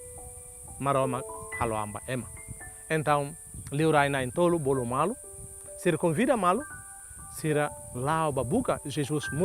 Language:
Tetum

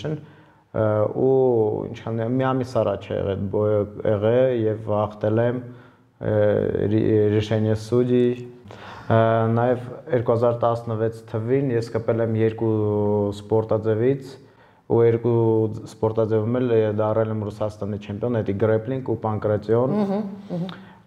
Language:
Armenian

